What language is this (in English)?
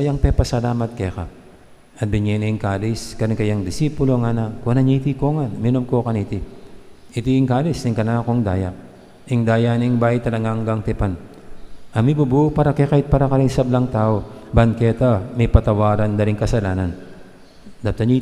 Pampanga